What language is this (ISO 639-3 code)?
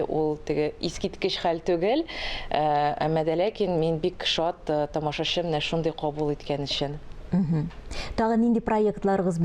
tat